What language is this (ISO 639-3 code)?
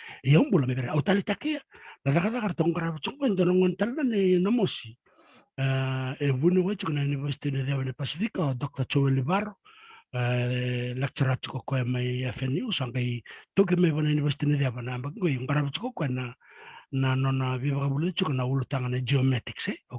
fij